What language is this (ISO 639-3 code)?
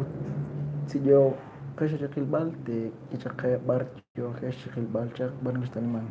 kek